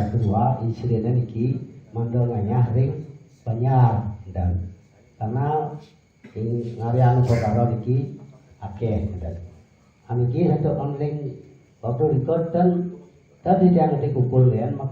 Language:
Balinese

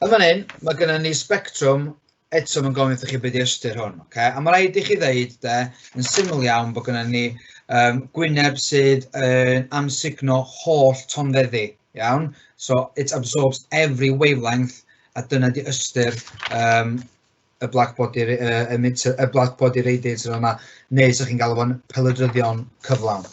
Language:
Welsh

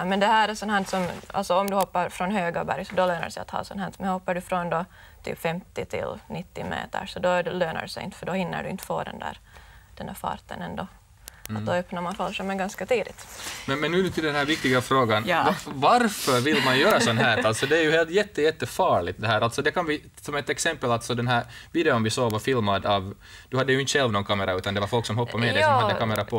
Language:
Swedish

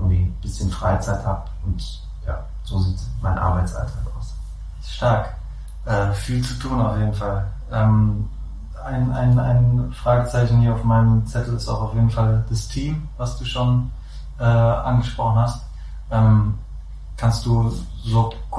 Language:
German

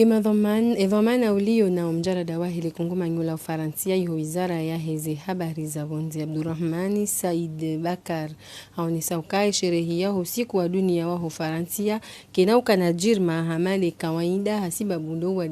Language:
Ngazidja Comorian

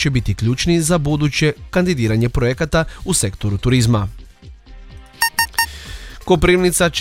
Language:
Croatian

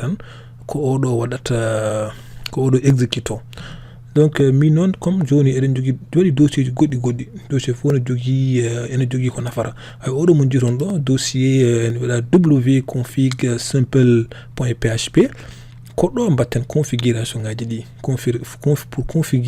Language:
Fula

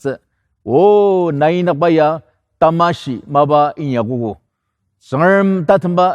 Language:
Ao Naga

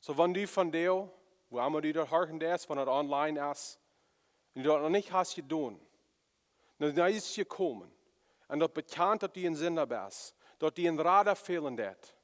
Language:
Plautdietsch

